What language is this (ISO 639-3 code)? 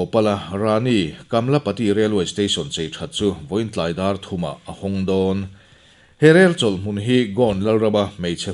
lus